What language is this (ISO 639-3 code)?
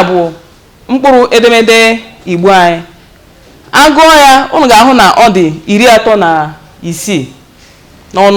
ibo